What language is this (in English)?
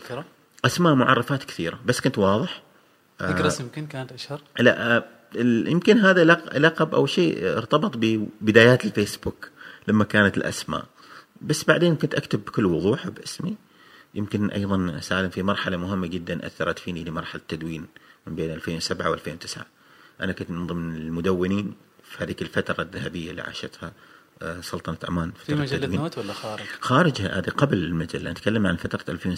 Gulf Arabic